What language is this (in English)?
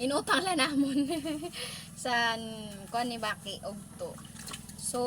Waray